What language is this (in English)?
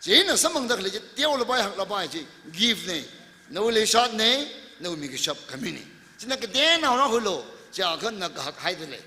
Tangkhul Naga (India)